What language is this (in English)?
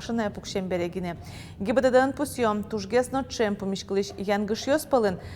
Udmurt